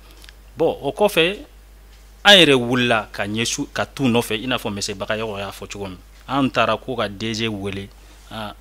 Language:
Bambara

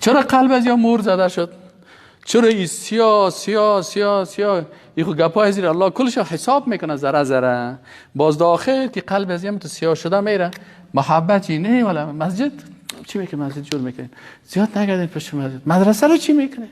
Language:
Persian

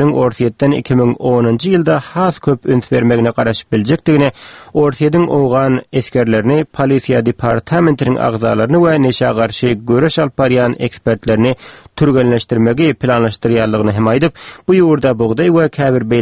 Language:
Turkmen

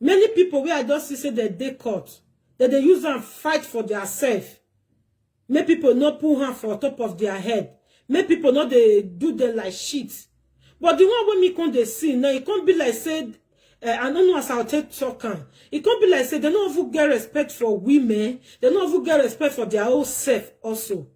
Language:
Nigerian Pidgin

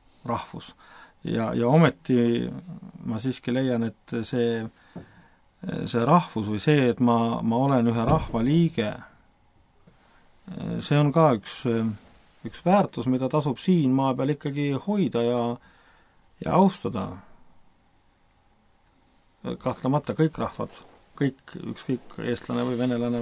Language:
Estonian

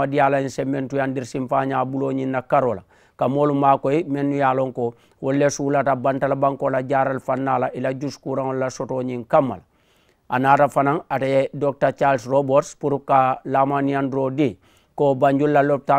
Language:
Mandingo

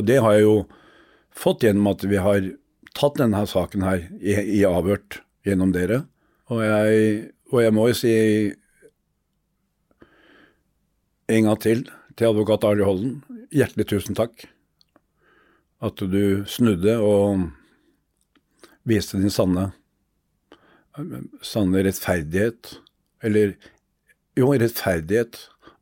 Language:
Norwegian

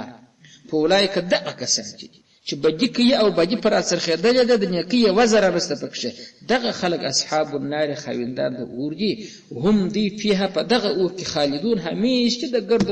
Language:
Pashto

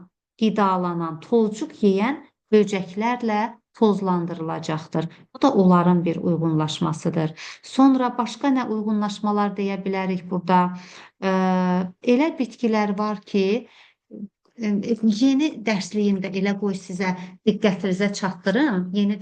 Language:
Azerbaijani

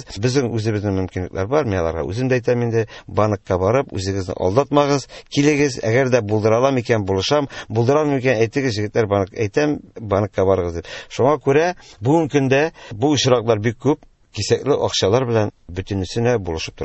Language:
Tatar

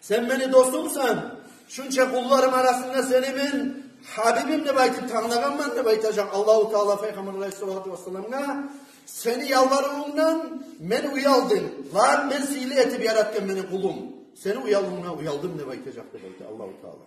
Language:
Kumyk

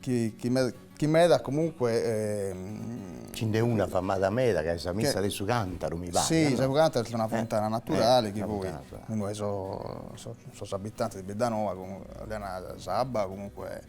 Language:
Sardinian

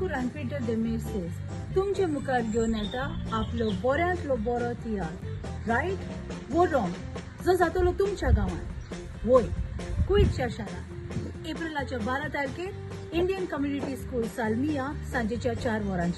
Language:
Konkani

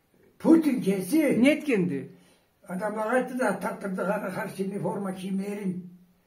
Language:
Karachay-Balkar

